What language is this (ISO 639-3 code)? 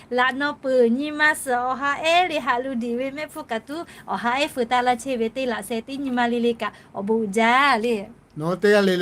lhu